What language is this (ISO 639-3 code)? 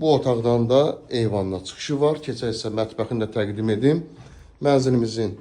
aze